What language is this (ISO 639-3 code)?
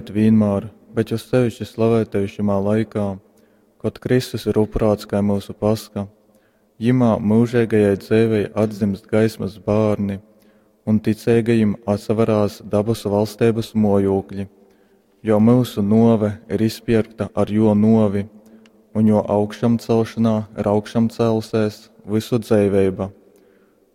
ltg